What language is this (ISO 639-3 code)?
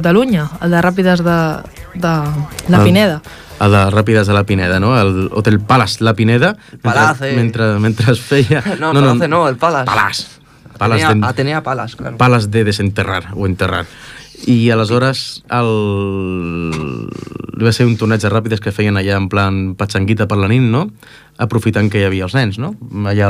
cat